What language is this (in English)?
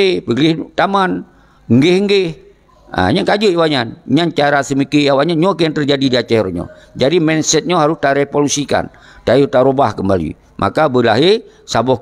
Achinese